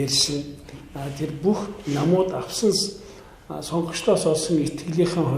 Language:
Mongolian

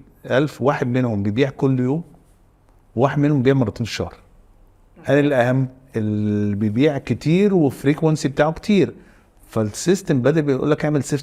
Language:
Egyptian Arabic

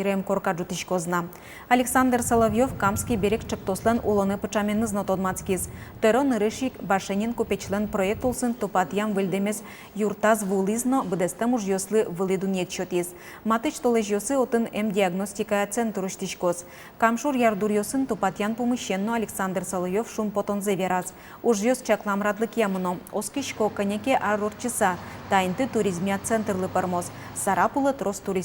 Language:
Udmurt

